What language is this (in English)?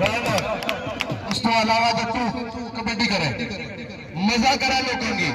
Pahari-Potwari